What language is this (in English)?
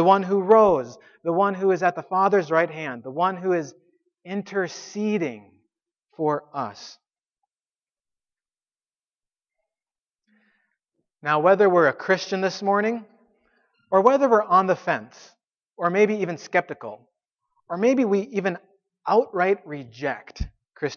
English